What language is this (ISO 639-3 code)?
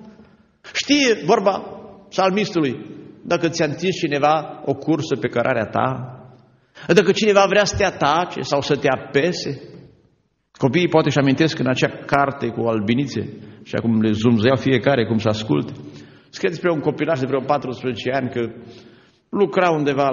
ron